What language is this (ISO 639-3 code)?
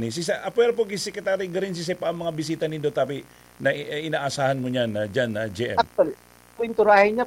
bik